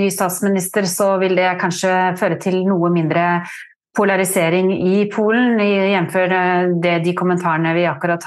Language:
Norwegian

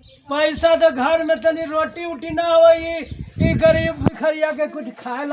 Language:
Magahi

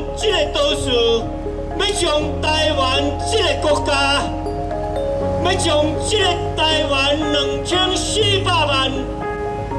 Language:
Min Nan Chinese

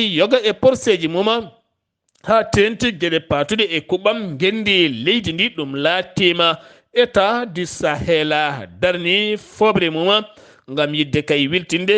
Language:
Fula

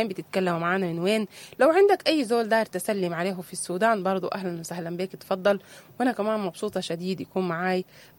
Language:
Sudanese Arabic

